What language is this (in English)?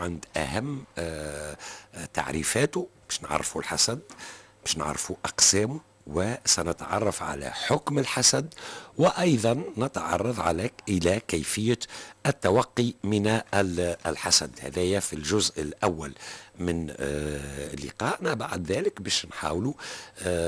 Tunisian Arabic